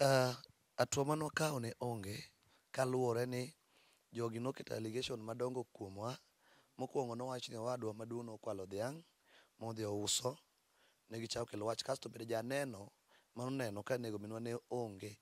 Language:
Luo (Kenya and Tanzania)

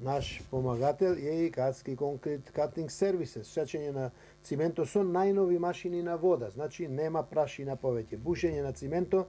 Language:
Macedonian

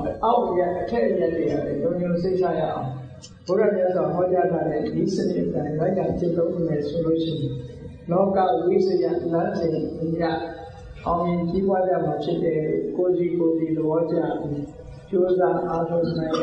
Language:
Burmese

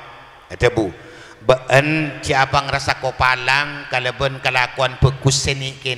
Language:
Madurese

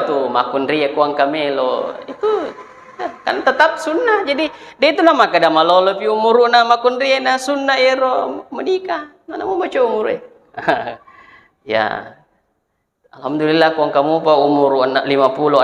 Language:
Buginese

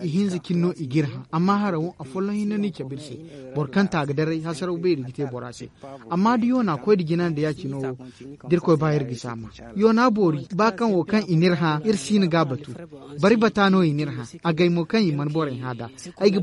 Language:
Zarma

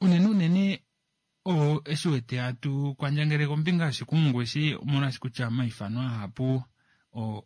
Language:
Kuanyama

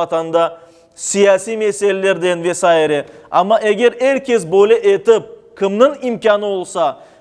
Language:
Crimean Tatar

